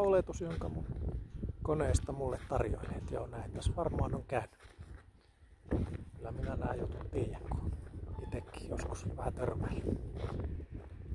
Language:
Finnish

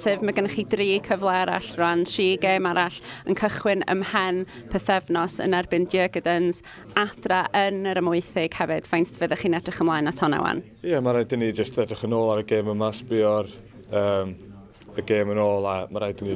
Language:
Welsh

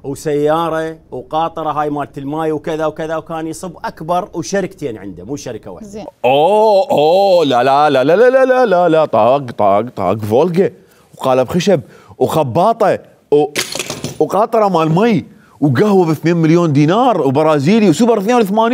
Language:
Mesopotamian Arabic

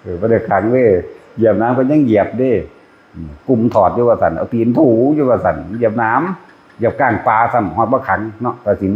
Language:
Northeastern Thai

